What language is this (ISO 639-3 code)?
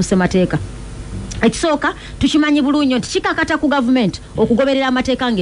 lug